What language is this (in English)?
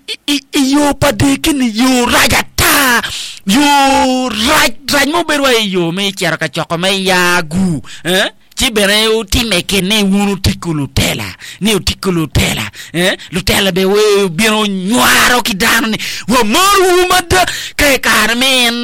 Acoli